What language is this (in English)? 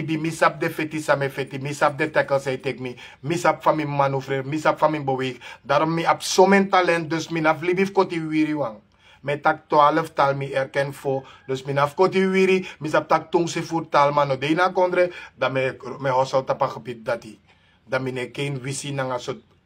Sranan Tongo